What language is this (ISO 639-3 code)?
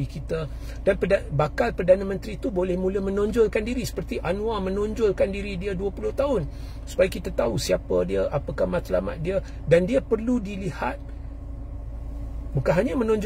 msa